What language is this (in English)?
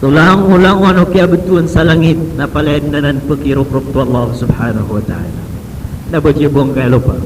Maranao